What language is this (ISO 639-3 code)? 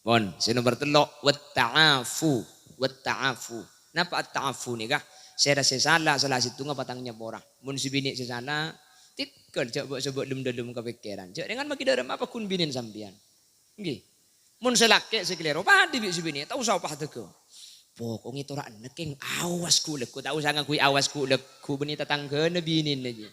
mad